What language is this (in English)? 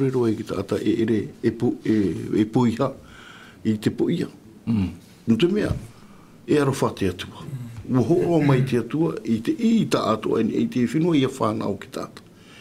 Tahitian